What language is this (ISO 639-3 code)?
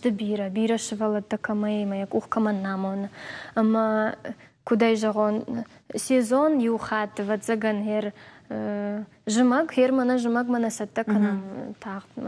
oss